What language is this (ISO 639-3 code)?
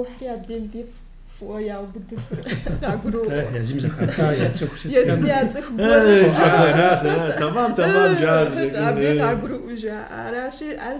kbd